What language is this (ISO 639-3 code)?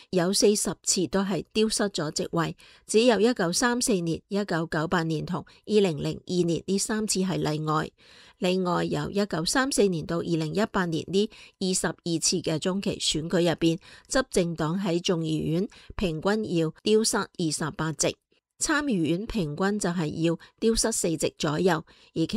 yue